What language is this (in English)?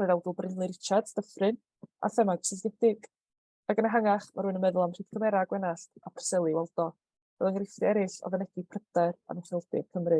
Welsh